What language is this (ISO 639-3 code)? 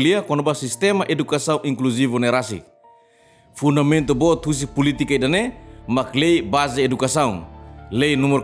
tet